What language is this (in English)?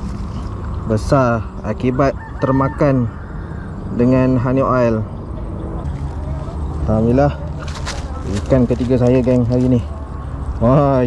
Malay